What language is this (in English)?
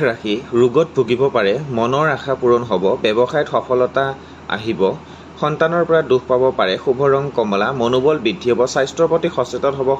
Assamese